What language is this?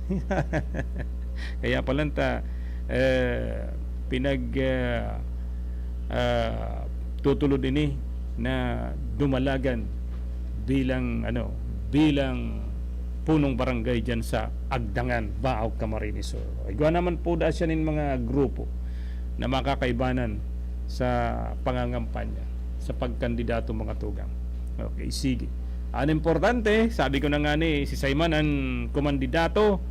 Bikol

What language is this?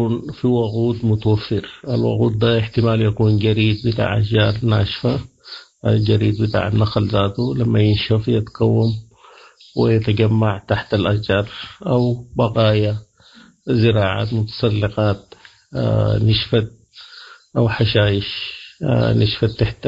Sudanese Arabic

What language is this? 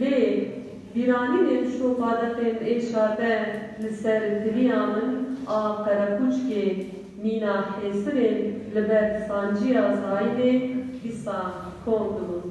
Kurdish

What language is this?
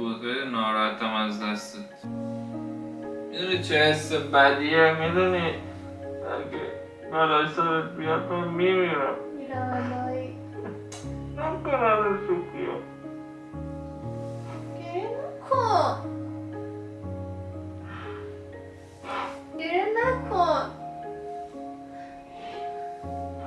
Persian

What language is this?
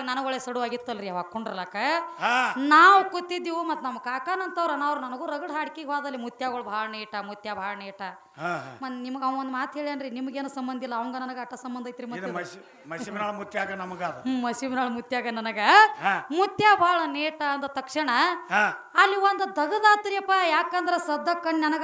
Kannada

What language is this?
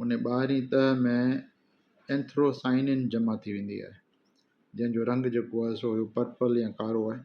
Sindhi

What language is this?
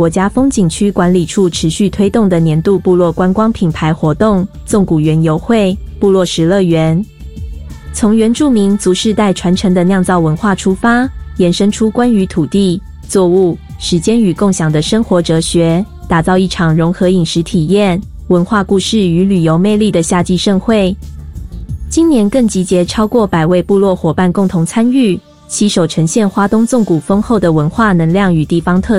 Chinese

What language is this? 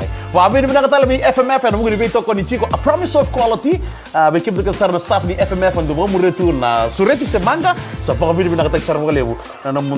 Fijian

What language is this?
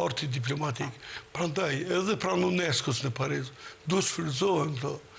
Albanian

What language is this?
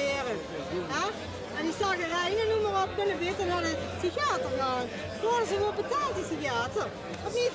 Limburgish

